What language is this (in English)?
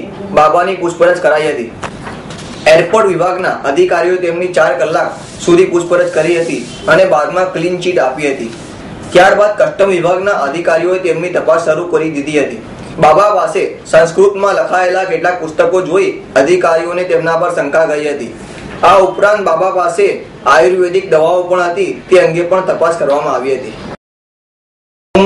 Gujarati